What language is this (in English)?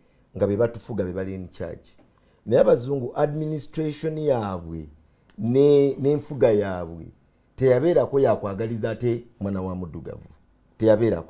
Ganda